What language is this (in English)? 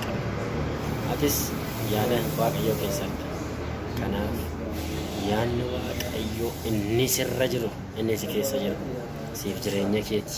Oromo